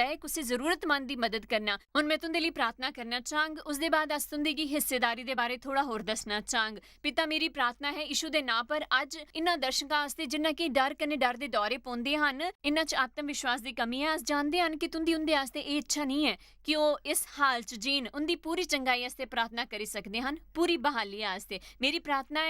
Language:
Dogri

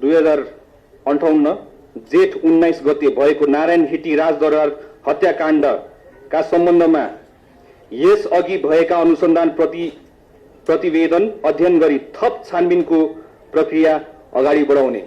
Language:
Nepali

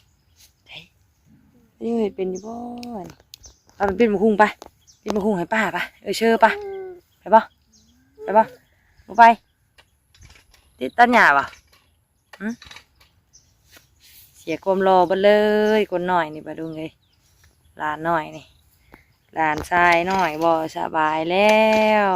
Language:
Lao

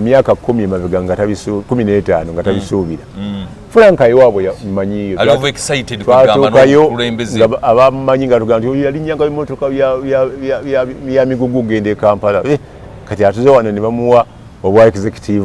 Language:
Ganda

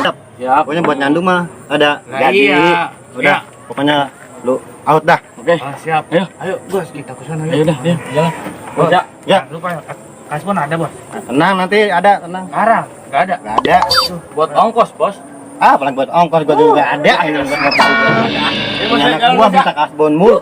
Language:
Betawi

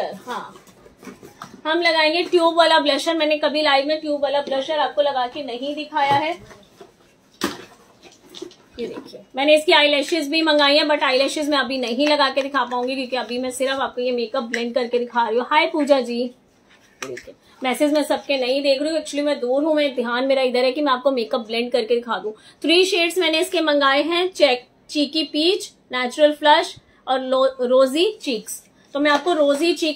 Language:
Hindi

